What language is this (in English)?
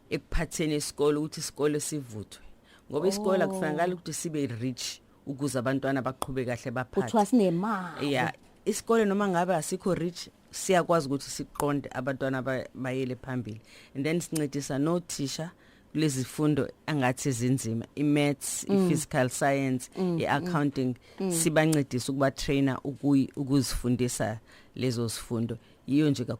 Zulu